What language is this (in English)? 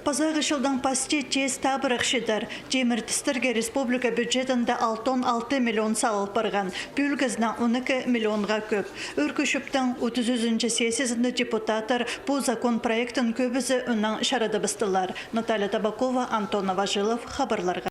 Khakas